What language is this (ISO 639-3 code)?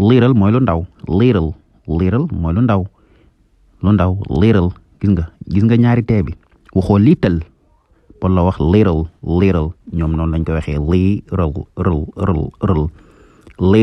wol